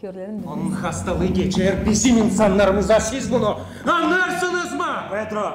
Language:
Gagauz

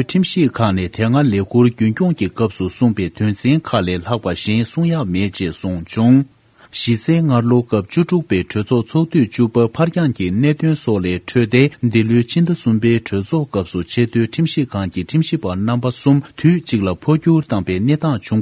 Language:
Tibetan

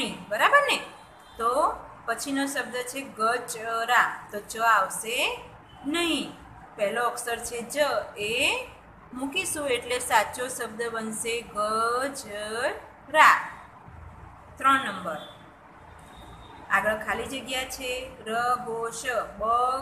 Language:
Gujarati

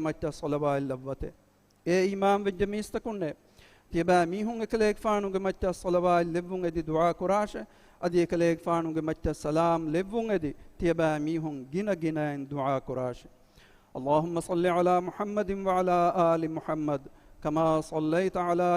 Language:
Divehi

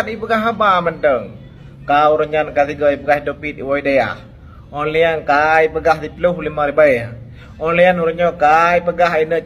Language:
Achinese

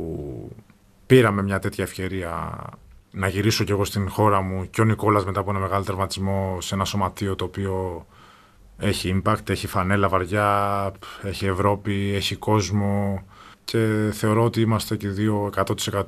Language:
Greek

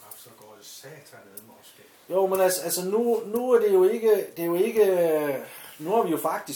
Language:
Danish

